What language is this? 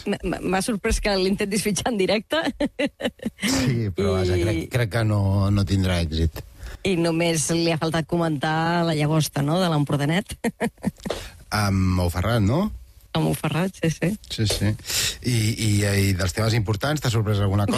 Catalan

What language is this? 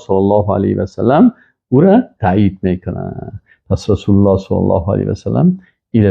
Persian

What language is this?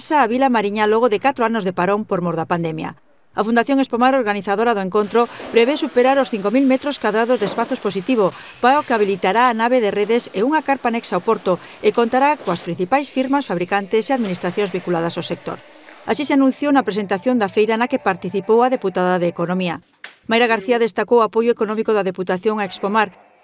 Galician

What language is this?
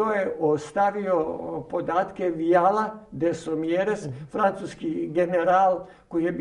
Croatian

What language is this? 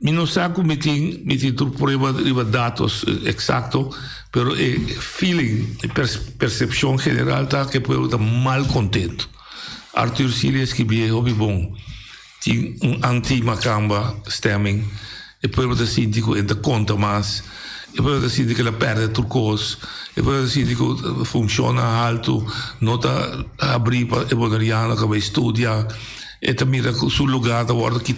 Papiamento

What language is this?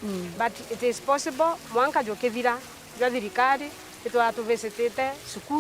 Meru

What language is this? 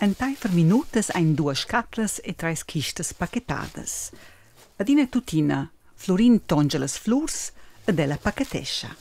Romansh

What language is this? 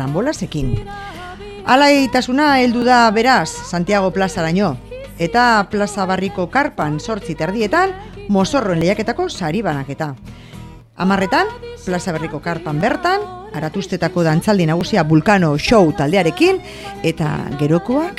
Basque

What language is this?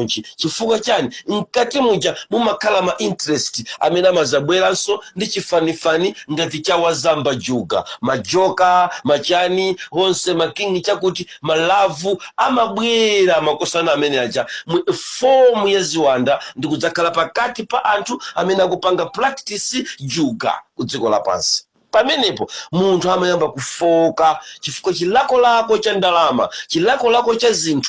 Nyanja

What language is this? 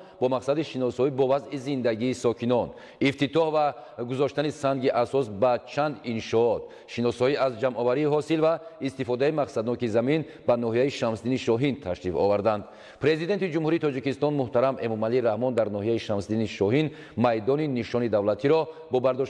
Tajik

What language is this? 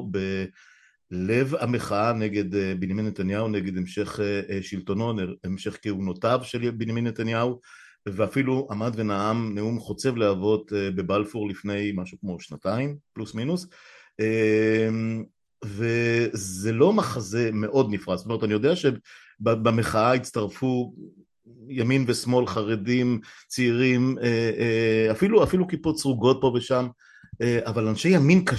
Hebrew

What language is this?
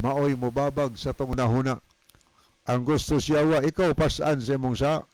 Cebuano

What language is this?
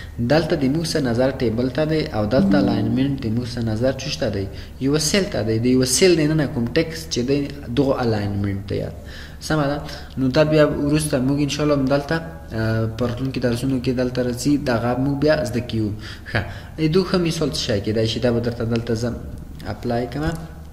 Pashto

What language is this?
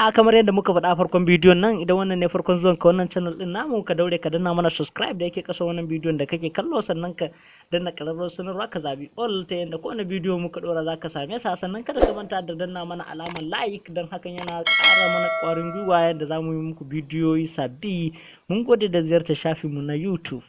Hausa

